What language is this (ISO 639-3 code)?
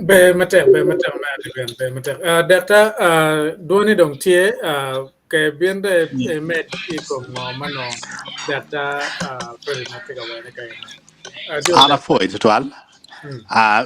ach